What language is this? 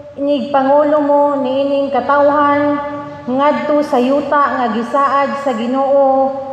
Cebuano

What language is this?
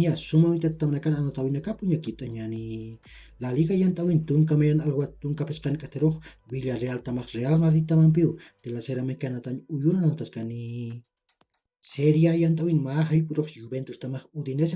Aymara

